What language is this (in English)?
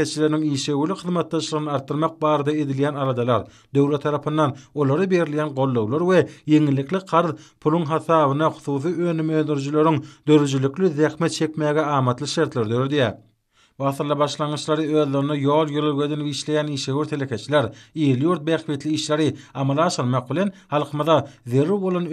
Turkmen